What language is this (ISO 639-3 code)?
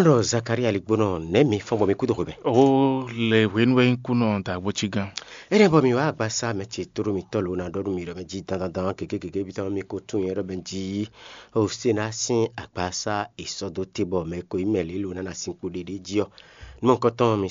fon